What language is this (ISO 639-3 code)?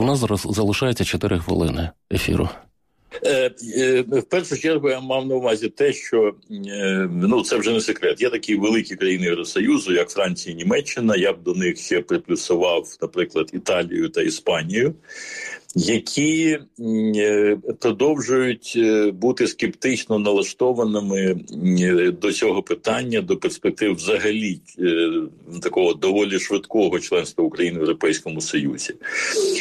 ukr